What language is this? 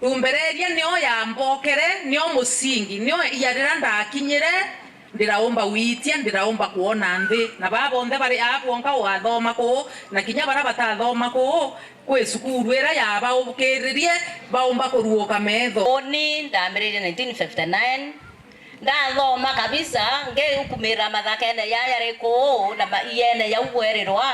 Meru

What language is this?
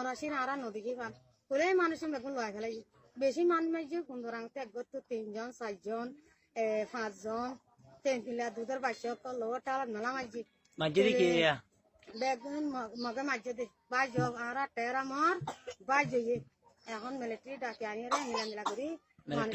Rohingya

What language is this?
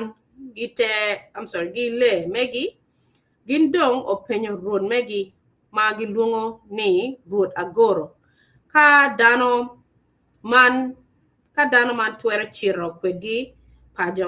Acoli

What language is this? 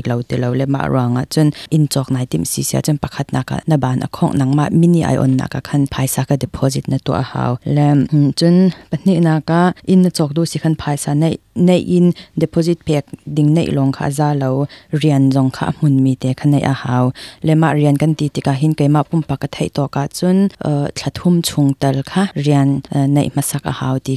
Hakha Chin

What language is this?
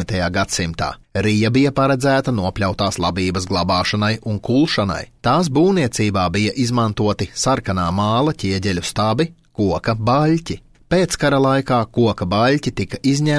Latvian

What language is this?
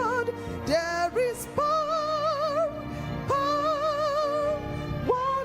Ewe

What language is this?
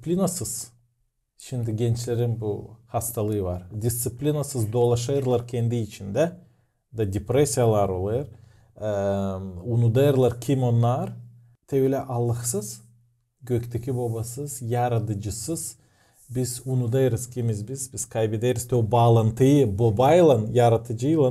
Gagauz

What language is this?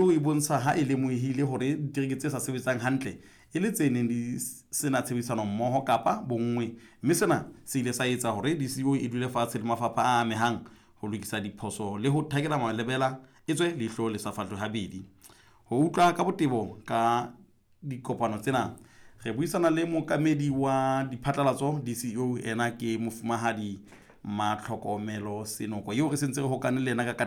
Southern Sotho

